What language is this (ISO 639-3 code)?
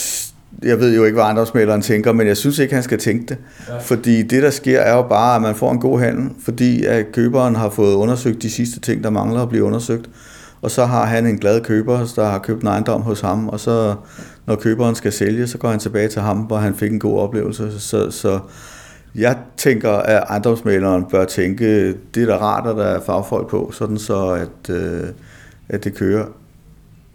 dan